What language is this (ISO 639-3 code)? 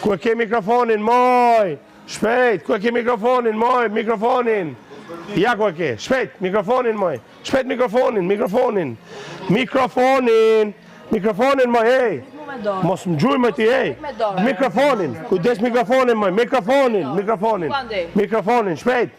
sqi